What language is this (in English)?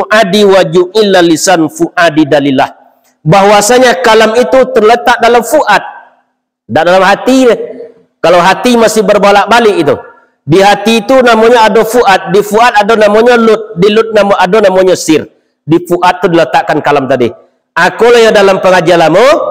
Minangkabau